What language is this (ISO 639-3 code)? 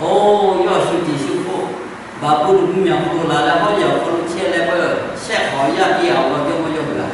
lhu